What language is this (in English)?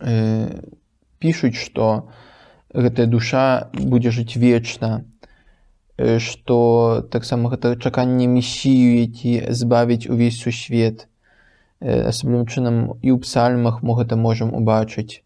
Belarusian